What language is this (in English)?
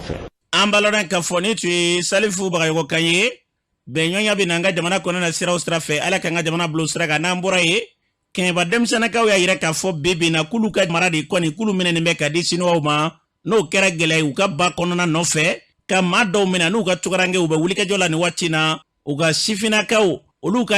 Bambara